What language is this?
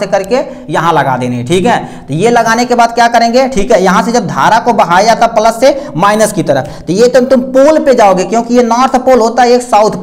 Hindi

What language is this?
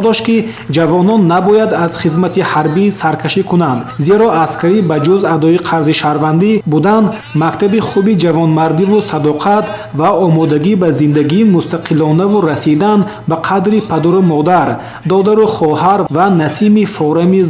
Tajik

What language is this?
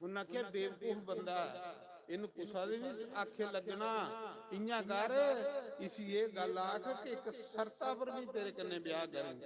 Dogri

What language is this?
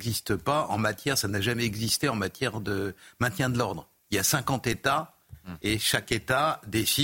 French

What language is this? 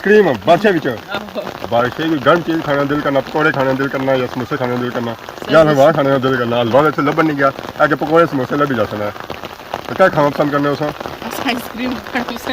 Pahari-Potwari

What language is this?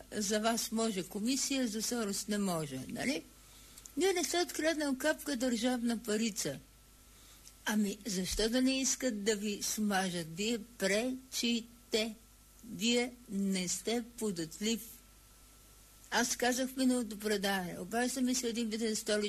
Bulgarian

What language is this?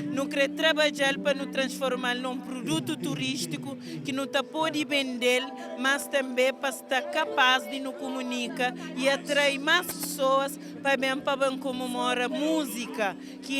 Kabuverdianu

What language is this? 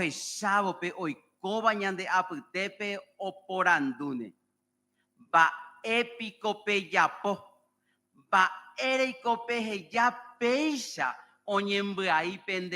Guarani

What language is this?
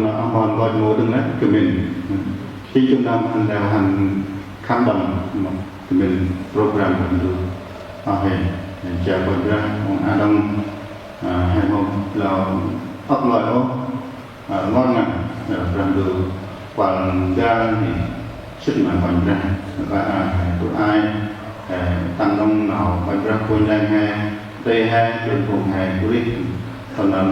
Central Mnong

